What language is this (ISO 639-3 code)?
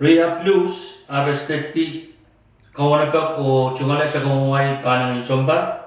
pon